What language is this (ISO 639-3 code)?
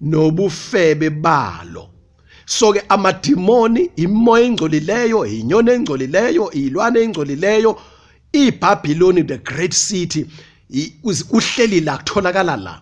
zul